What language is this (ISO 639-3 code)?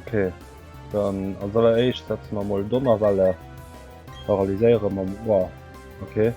ltz